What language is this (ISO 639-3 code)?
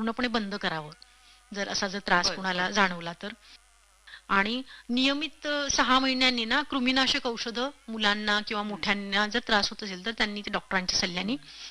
mar